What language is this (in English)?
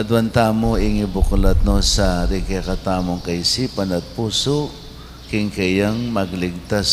Pampanga